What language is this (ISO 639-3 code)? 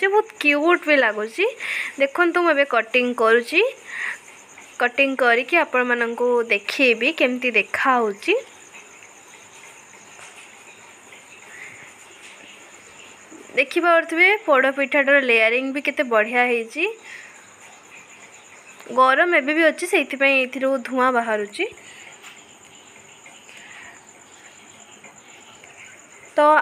ori